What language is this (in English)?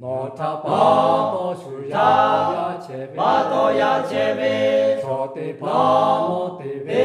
Lahu